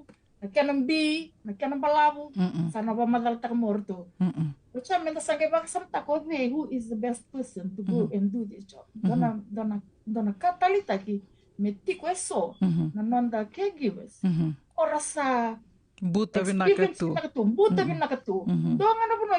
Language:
Fijian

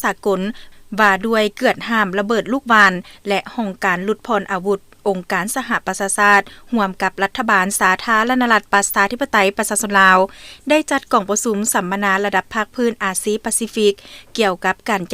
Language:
Lao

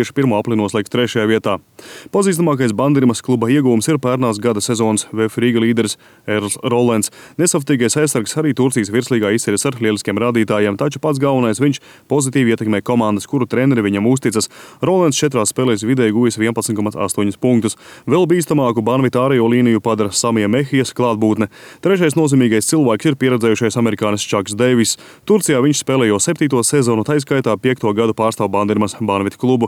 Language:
Latvian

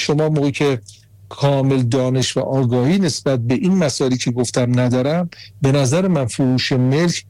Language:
Persian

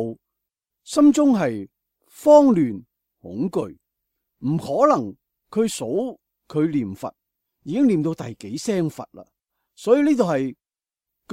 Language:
Cantonese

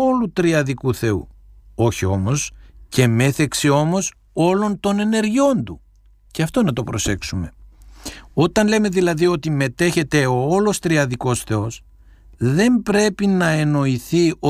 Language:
Greek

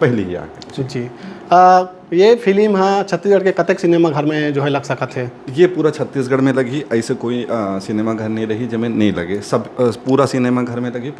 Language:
Chhattisgarhi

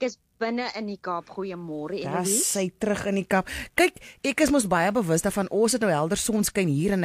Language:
Afrikaans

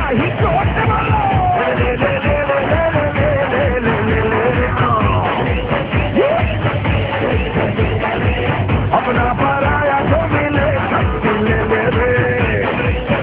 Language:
Bangla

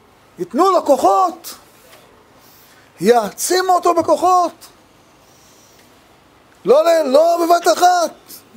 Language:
Hebrew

